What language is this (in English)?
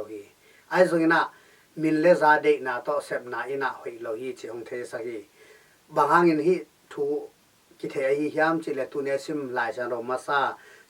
Tedim Chin